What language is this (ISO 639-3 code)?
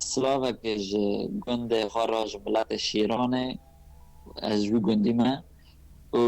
kur